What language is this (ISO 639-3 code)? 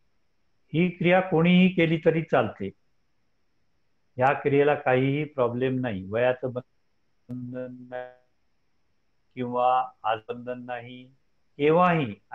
mar